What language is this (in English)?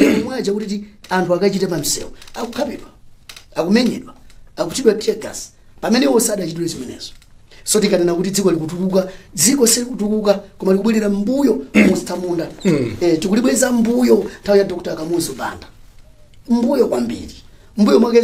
Nyanja